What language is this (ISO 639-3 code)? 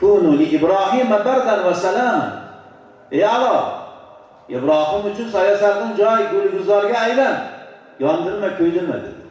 uzb